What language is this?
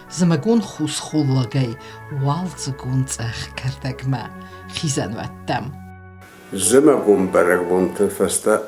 Ossetic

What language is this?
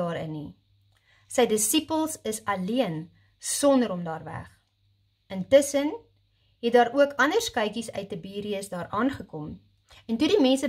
Afrikaans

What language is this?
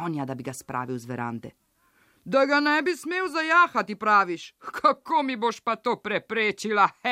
Slovenian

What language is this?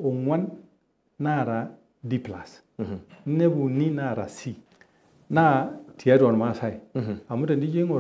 Masai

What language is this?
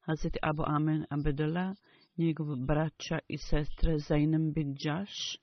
Bosnian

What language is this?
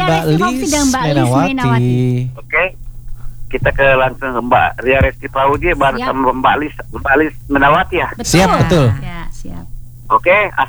Indonesian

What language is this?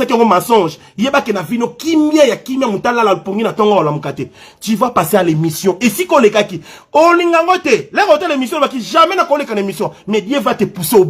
Lingala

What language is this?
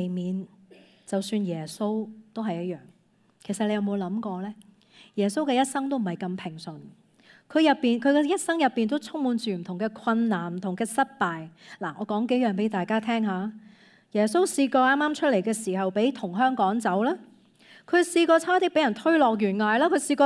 Cantonese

